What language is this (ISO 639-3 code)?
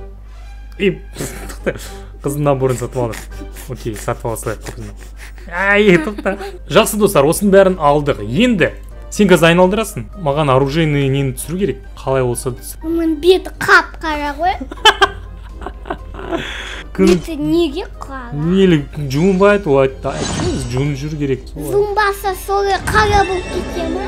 kaz